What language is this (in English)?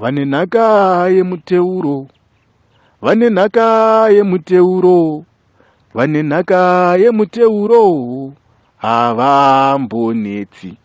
Shona